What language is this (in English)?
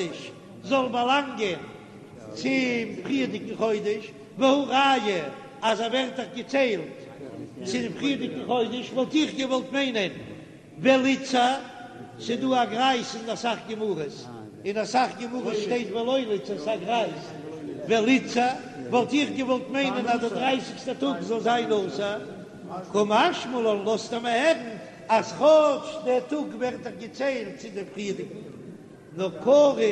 Yiddish